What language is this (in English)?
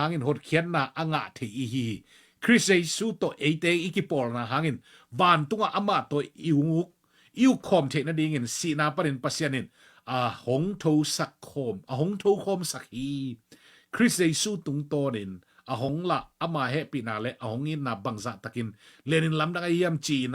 Tedim Chin